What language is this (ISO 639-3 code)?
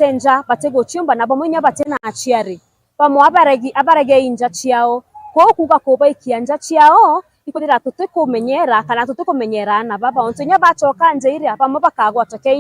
mer